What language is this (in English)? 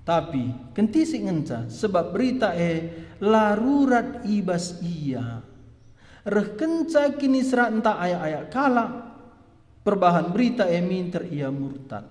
Batak Karo